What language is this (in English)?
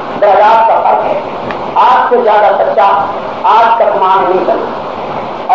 Urdu